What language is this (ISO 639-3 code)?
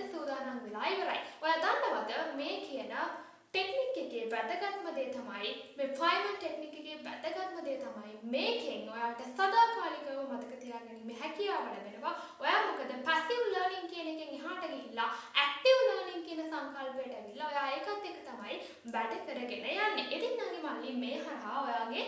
sin